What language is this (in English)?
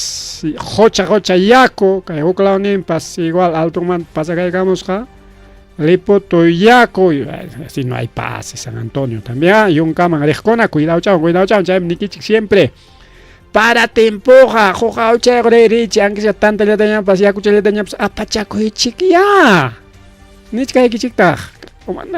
Ayacucho Quechua